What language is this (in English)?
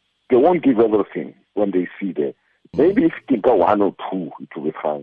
Tswana